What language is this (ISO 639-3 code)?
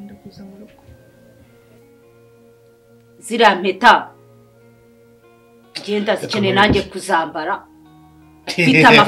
kin